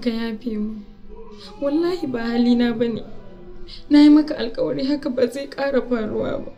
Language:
Hausa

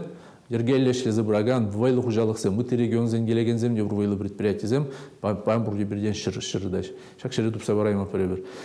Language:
Chuvash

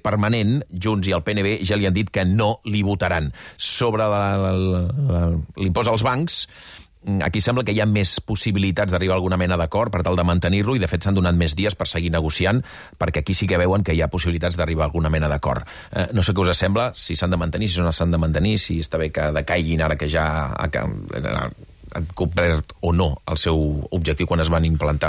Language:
Catalan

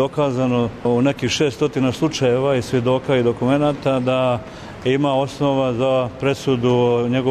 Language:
Serbian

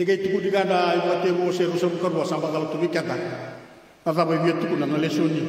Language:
Fijian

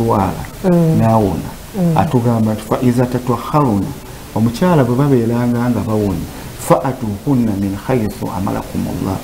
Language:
Ganda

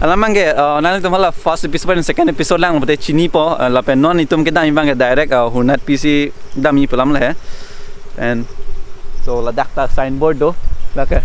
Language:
Karbi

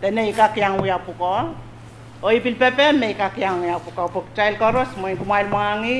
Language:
Pohnpeian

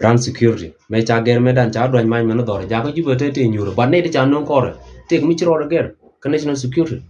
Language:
Nuer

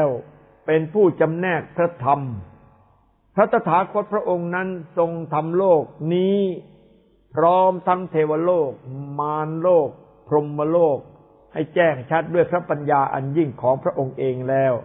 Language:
Thai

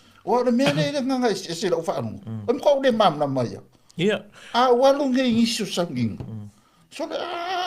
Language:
Samoan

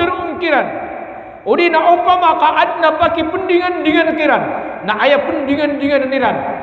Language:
Maranao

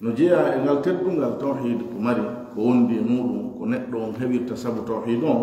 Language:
Fula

